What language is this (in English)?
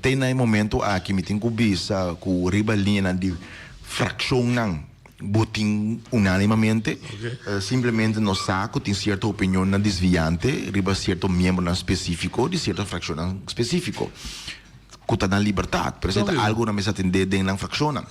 Papiamento